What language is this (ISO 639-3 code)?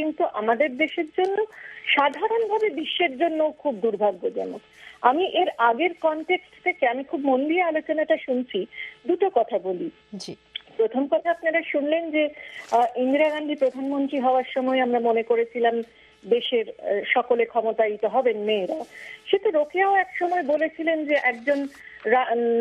ben